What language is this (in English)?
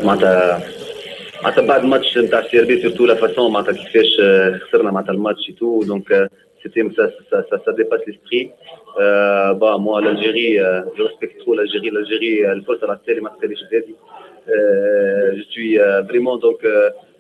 Kabyle